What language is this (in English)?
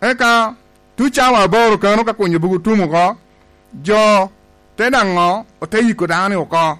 Lango (Uganda)